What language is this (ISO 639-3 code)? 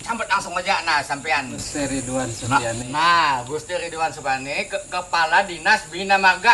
bjn